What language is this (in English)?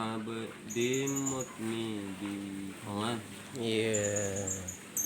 Achinese